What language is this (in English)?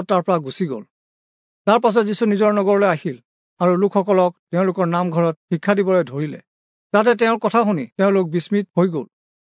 Assamese